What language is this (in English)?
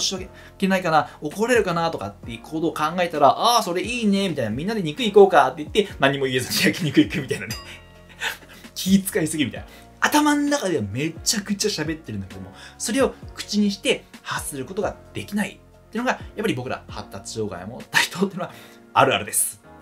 Japanese